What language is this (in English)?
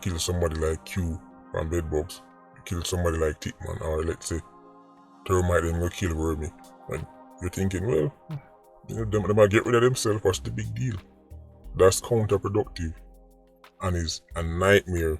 Jamaican Creole English